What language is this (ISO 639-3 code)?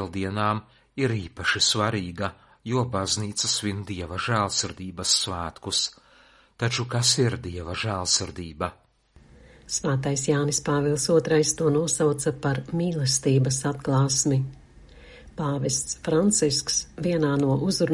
lav